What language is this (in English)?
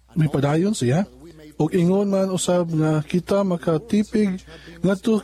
Cebuano